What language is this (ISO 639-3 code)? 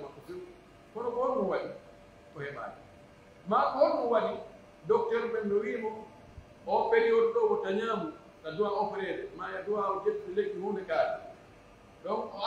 fuf